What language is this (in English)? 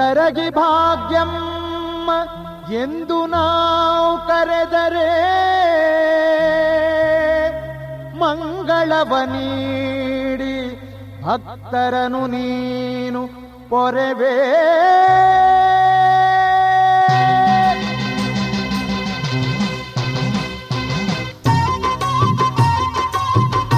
Kannada